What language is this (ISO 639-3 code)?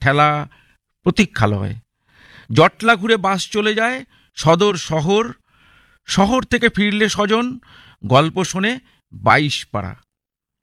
ben